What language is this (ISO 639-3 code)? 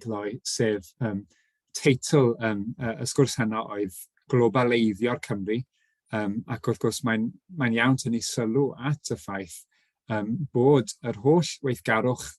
cym